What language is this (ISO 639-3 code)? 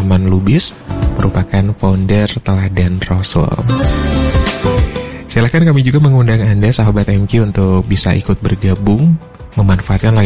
ind